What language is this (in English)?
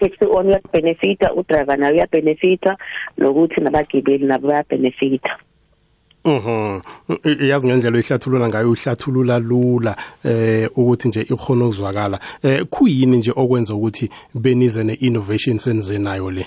South Ndebele